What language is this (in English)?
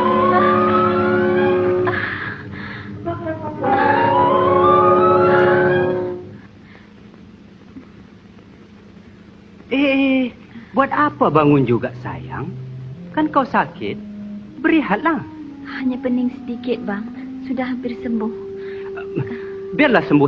Malay